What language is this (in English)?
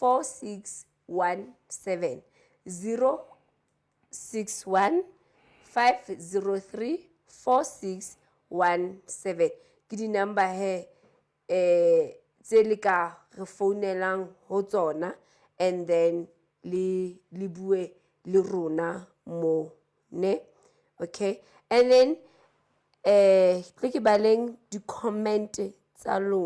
Southern Sotho